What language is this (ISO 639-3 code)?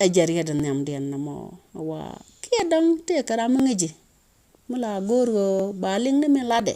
nus